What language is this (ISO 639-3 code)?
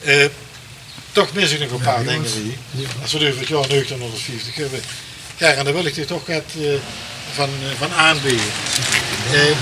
lim